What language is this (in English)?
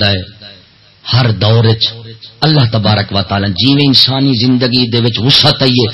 Saraiki